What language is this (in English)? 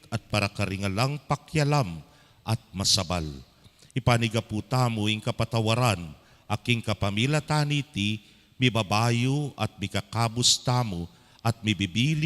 Pampanga